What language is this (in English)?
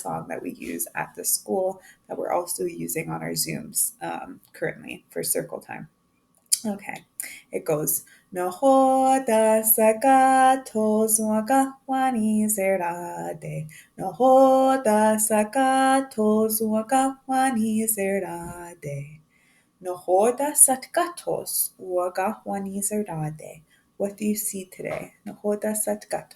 Mohawk